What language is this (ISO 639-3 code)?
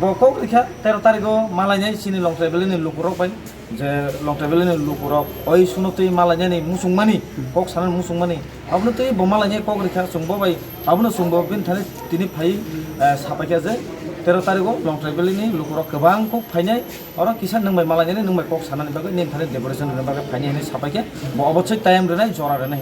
trp